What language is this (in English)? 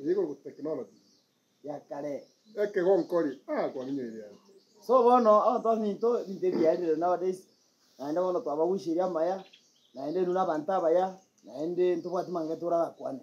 Gusii